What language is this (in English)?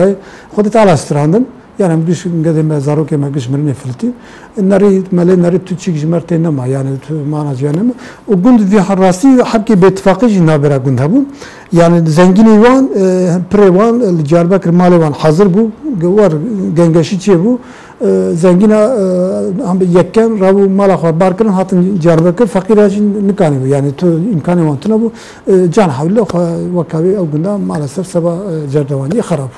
Kurdish